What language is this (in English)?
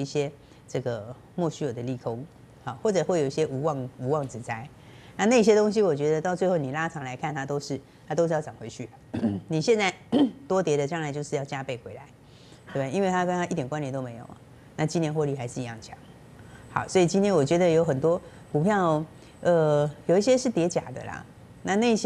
Chinese